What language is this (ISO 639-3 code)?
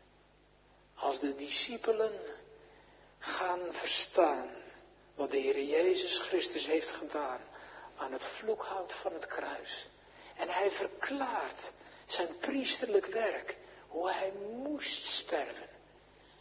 nld